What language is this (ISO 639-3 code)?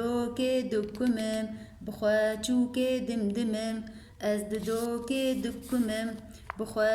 kur